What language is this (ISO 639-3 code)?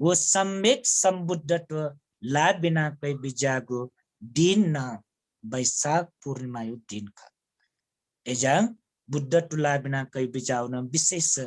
new